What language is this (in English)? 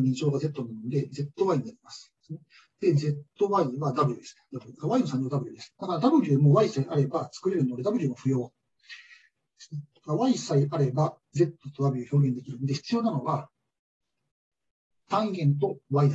Japanese